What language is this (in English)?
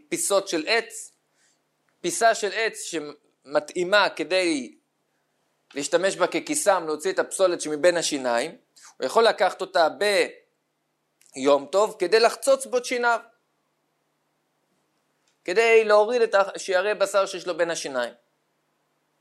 Hebrew